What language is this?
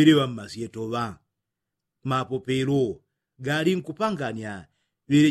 Yao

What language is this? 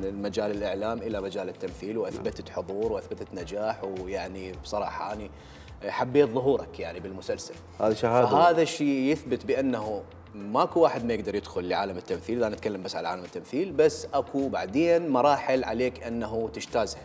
Mesopotamian Arabic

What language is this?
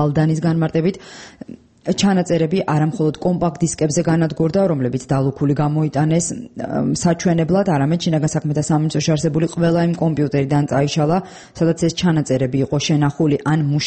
Georgian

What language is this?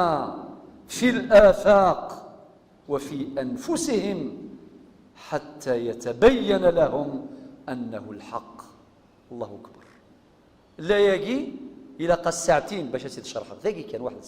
Kabyle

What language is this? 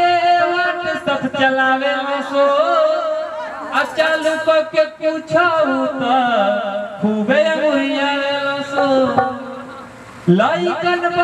Bhojpuri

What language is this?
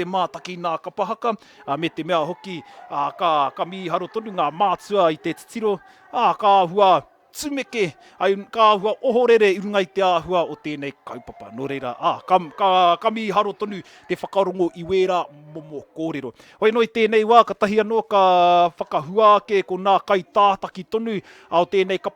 Māori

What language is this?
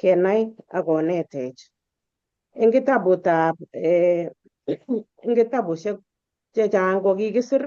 Kalenjin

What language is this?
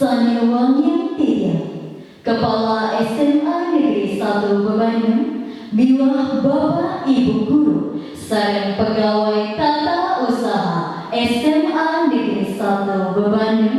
Balinese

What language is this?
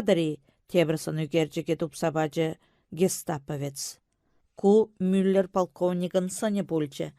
Chuvash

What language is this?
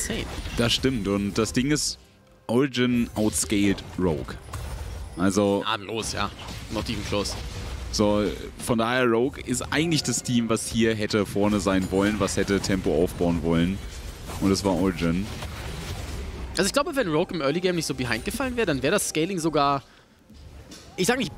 German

